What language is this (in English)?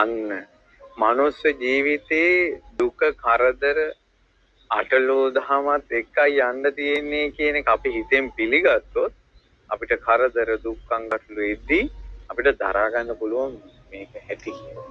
Sinhala